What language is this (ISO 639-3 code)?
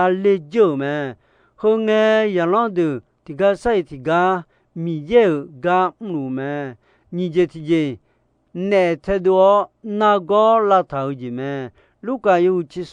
ahk